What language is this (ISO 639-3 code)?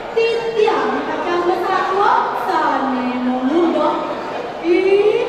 ban